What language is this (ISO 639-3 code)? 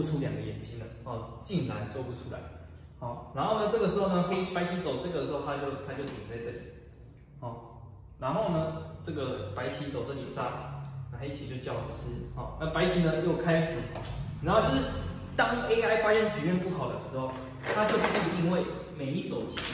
zho